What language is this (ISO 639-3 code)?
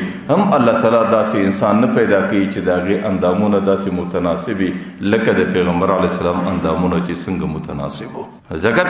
pus